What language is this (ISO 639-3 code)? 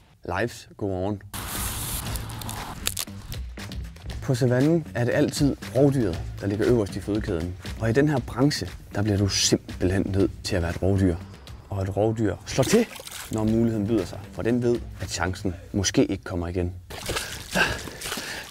dan